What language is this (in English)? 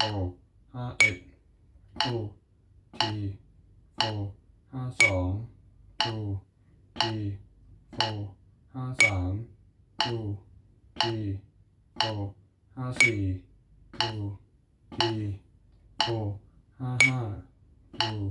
Hmong